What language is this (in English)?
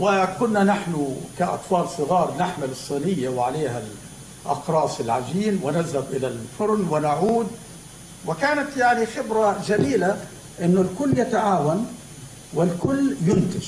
North Levantine Arabic